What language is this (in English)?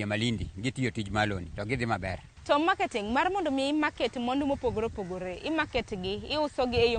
Luo (Kenya and Tanzania)